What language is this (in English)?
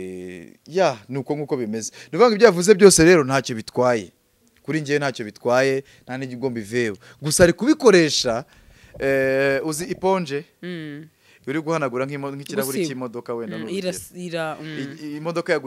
Kinyarwanda